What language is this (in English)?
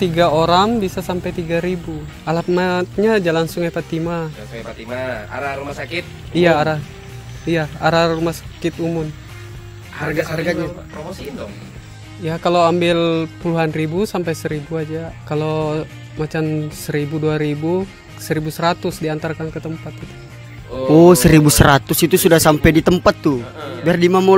Indonesian